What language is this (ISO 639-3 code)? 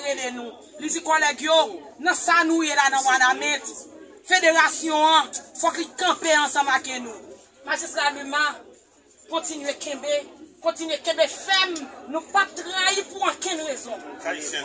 hat